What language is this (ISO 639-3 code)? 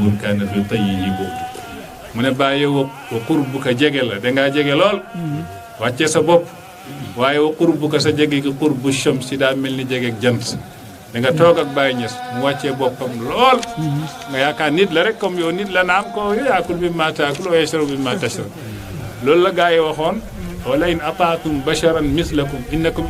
wol